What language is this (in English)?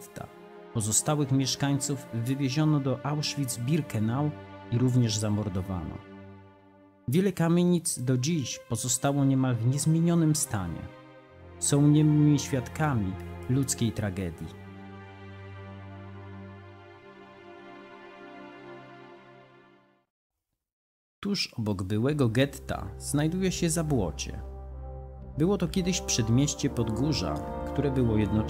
Polish